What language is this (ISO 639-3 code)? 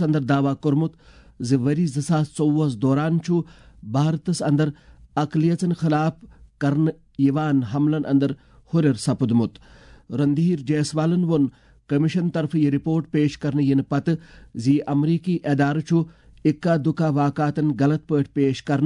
kas